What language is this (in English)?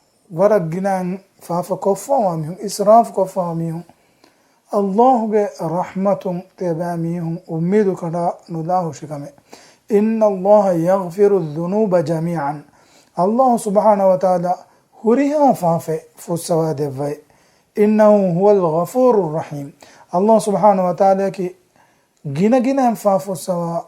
Divehi